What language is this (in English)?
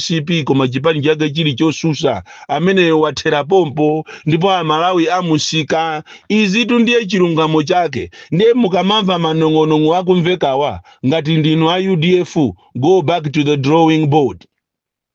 Nyanja